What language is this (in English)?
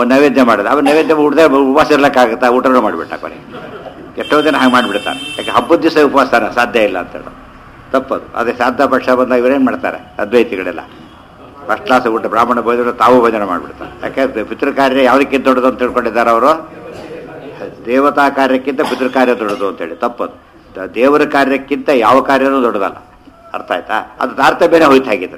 Kannada